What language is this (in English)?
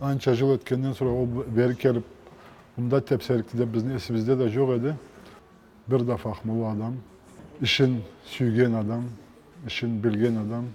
Karachay-Balkar